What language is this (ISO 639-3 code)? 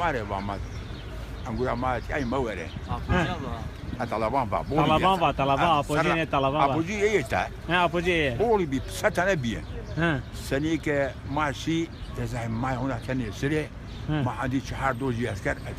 zza